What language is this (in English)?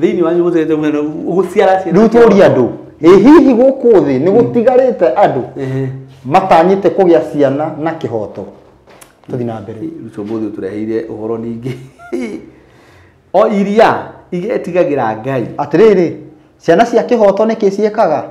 Kikuyu